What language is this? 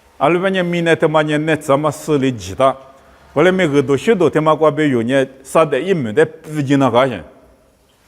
Lisu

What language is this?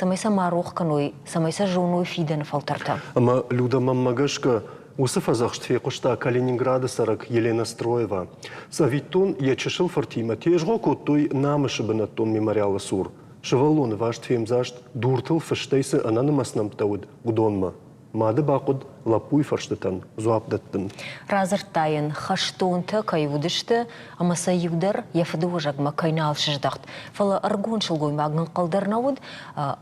Ossetic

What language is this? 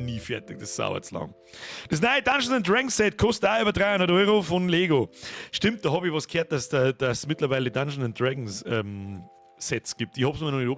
Bavarian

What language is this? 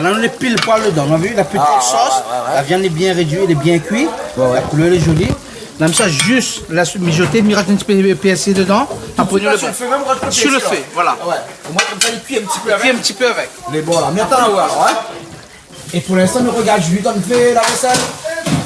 Réunion Creole French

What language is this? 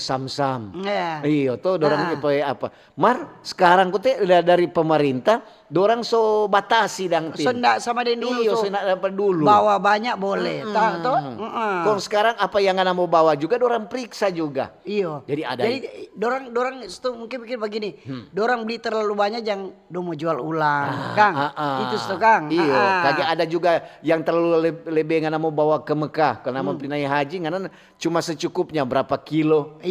Manado Malay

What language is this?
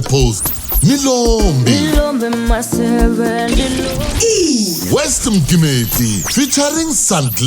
Tsonga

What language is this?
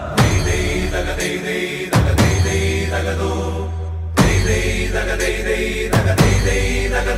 Malayalam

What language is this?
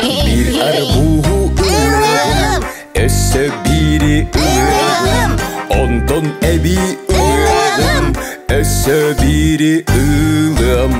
Yakut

